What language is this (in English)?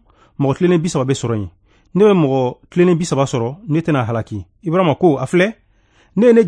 Bambara